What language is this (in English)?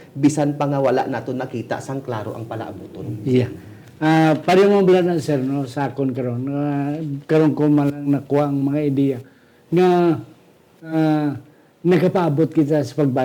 Hiligaynon